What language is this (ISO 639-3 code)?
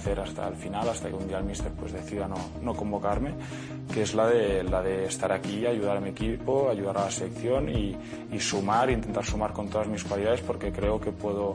spa